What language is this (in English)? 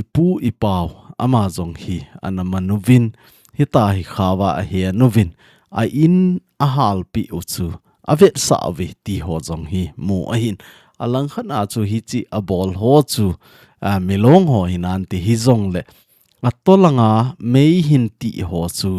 Thado Chin